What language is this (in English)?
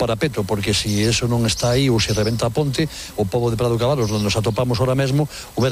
Galician